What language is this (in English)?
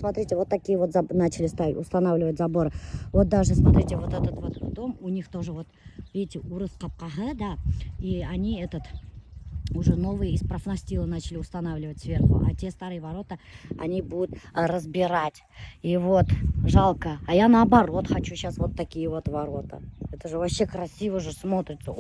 Bashkir